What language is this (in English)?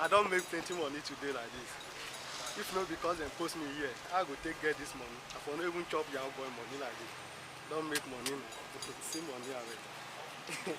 Nigerian Pidgin